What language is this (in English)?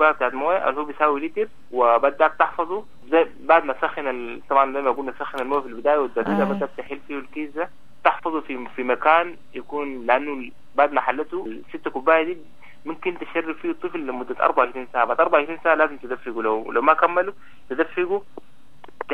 Sudanese Arabic